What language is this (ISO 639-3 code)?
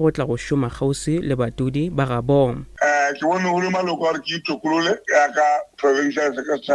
nso